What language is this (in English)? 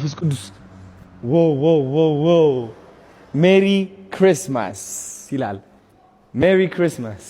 Amharic